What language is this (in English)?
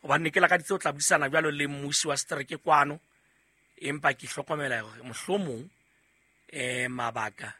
Southern Sotho